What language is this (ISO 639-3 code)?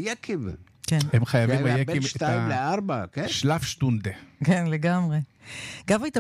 heb